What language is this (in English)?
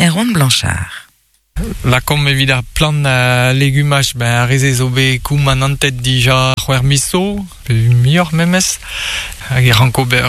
Breton